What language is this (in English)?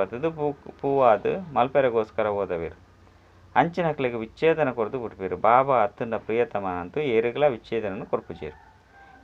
Tulu